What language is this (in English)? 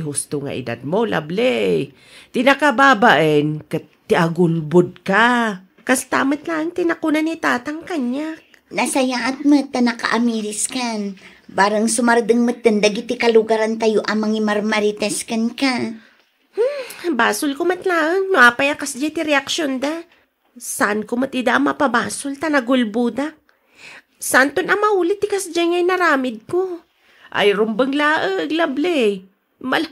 Iloko